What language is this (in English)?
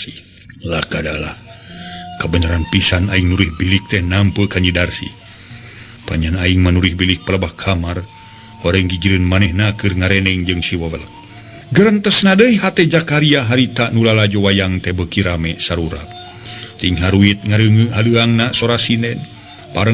Sundanese